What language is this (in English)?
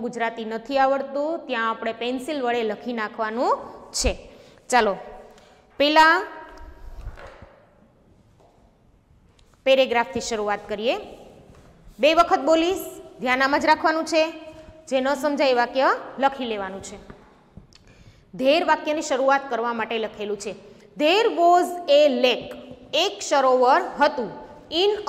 Gujarati